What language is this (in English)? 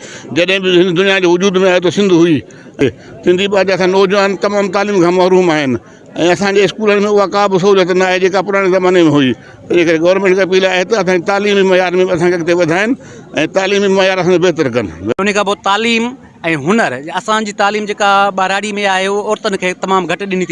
Sindhi